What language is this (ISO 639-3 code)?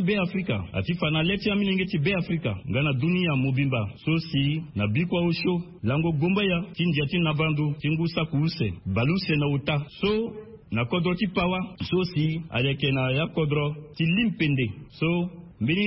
sag